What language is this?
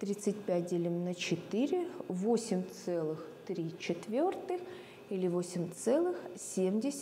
Russian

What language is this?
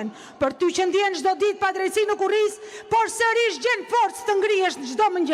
Albanian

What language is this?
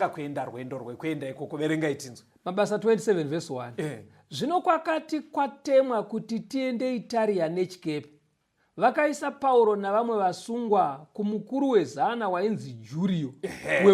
Shona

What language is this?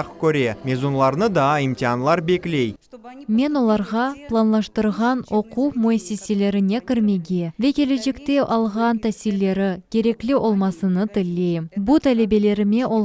Crimean Tatar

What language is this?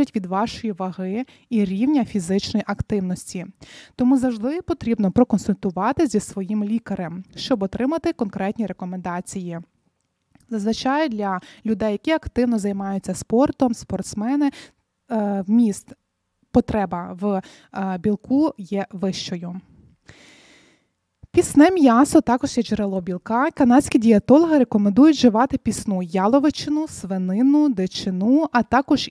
Ukrainian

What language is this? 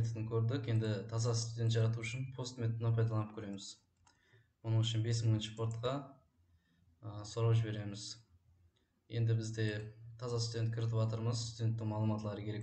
Kara-Kalpak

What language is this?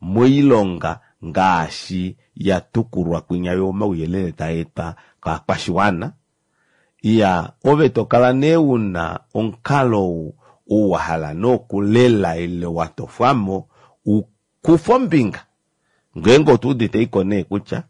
Kuanyama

